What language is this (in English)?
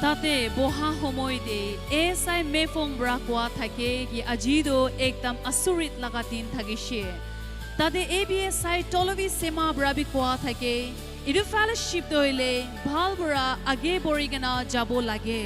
Naga Pidgin